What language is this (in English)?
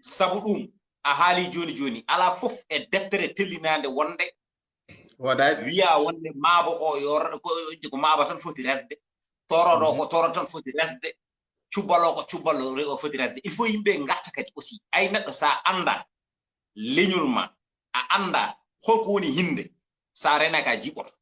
Fula